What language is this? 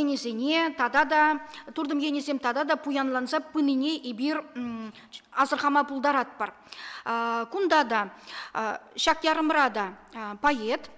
Chuvash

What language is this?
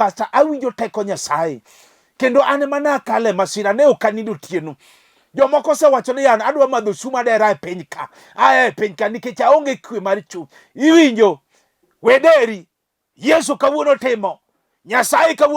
Luo (Kenya and Tanzania)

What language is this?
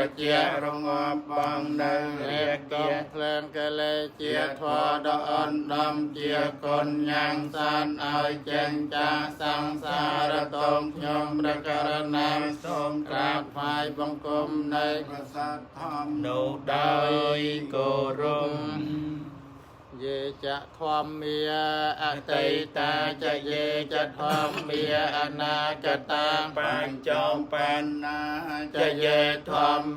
Khmer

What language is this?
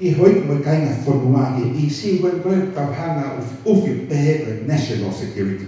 Tongan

